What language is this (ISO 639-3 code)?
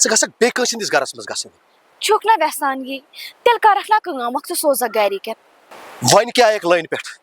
kas